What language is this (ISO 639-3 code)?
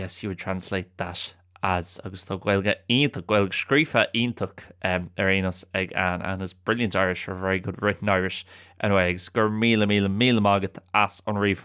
gle